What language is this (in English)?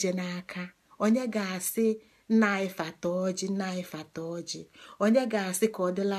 Igbo